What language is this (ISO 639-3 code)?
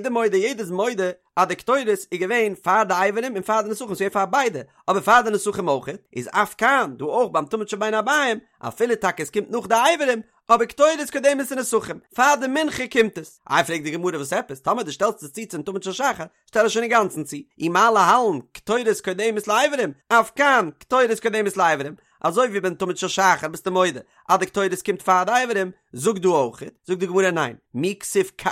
yid